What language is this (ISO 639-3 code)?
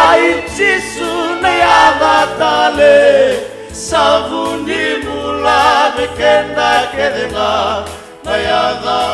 fij